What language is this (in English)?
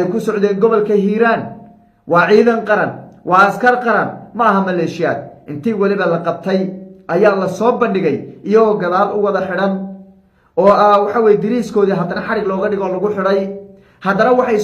Somali